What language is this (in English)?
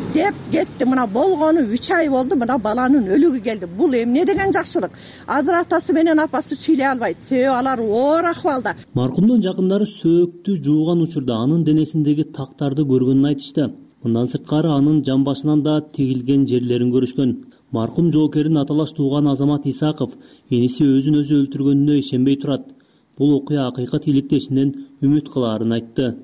Kyrgyz